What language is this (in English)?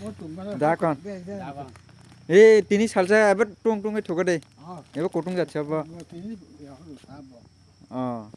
Kok Borok